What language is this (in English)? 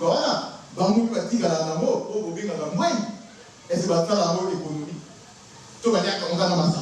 Lingala